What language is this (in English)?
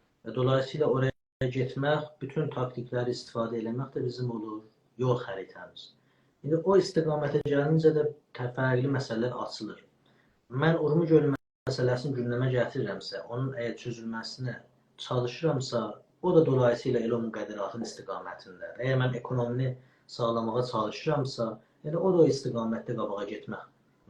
South Azerbaijani